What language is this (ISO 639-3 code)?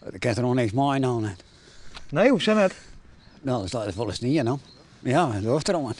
fry